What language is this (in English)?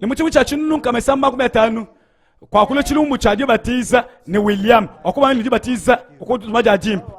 Luba-Lulua